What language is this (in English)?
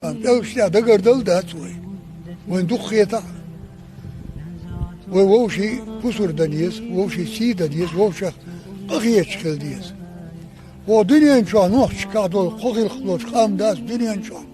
Chechen